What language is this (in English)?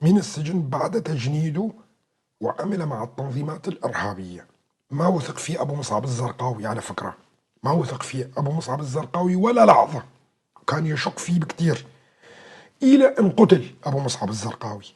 North Levantine Arabic